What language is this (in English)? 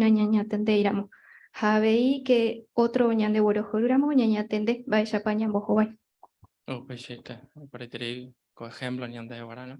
Guarani